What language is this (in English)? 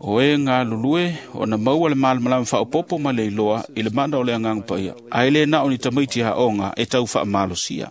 Samoan